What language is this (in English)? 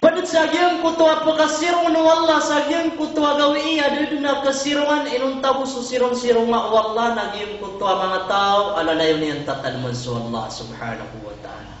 Maranao